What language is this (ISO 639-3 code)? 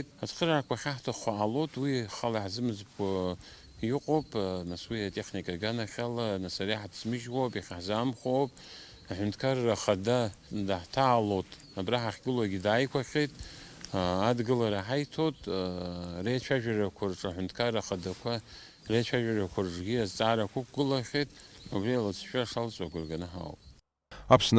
abk